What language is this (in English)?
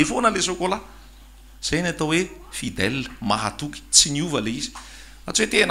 Malagasy